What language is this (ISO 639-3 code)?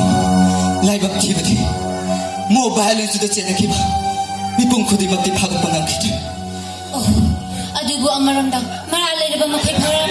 mni